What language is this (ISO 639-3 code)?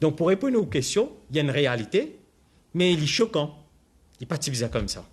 mfe